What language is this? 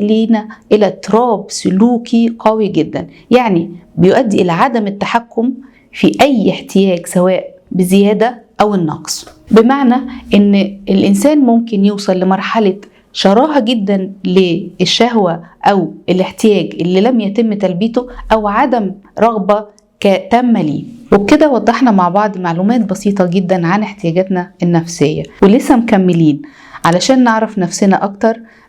Egyptian Arabic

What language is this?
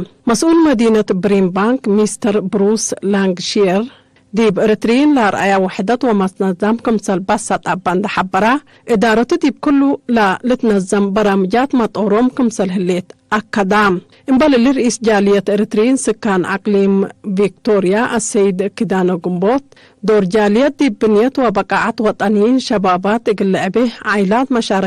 Tigre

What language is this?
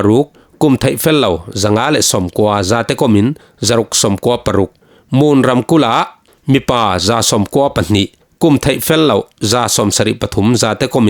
Falam Chin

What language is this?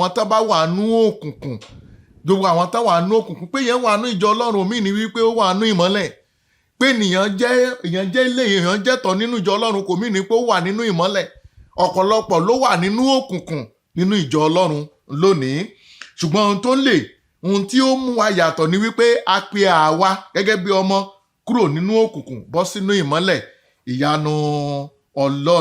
Yoruba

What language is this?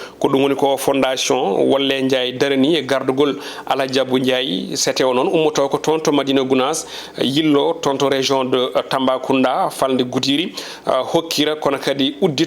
Fula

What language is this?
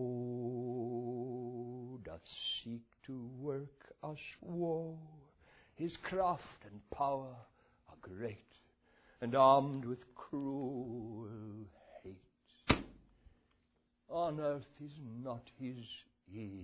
English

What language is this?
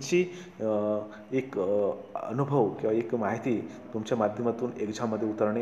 Marathi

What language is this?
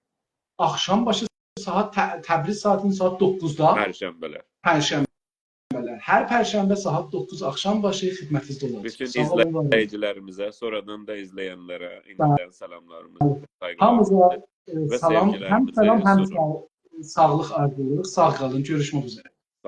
South Azerbaijani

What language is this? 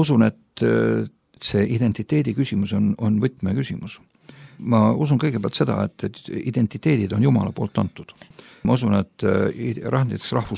Estonian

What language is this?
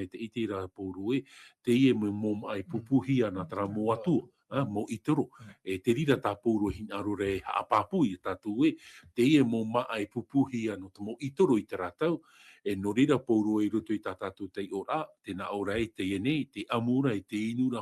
Tahitian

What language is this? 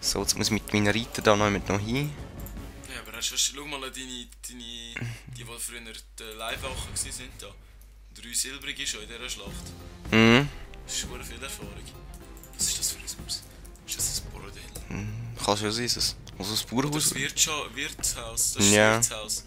Swiss German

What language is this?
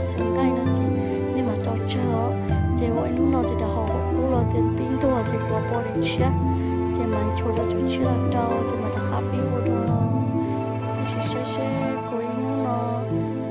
Hmong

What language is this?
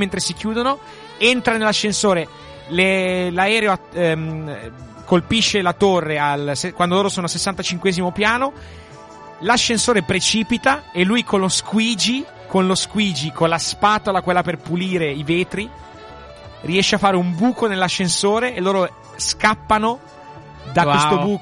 Italian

